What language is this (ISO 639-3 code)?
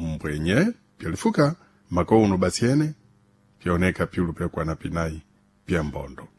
seh